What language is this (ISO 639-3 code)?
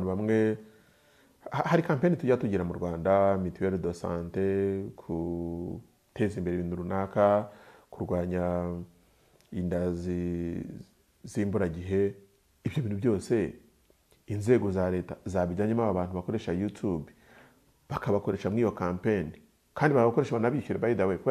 kin